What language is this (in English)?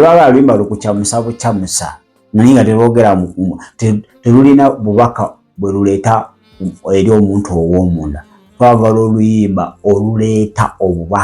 Ganda